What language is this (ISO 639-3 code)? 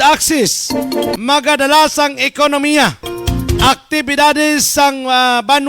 hil